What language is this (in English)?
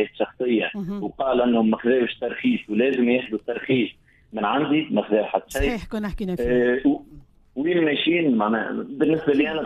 Tunisian Arabic